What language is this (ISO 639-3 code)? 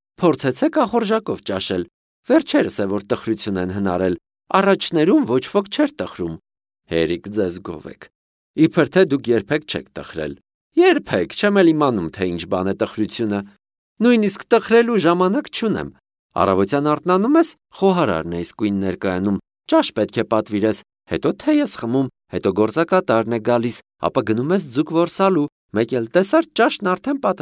hye